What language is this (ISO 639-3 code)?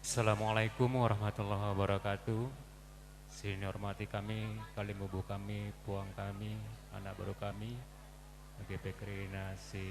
btx